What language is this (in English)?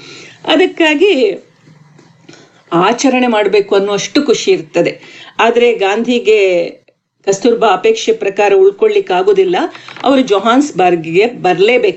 Kannada